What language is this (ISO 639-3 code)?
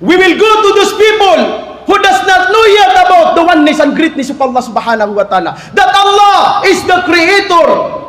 mrw